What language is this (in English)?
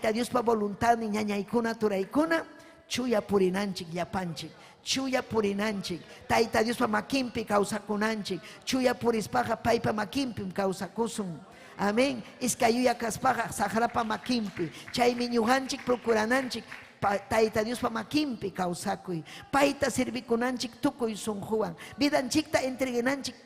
Ayacucho Quechua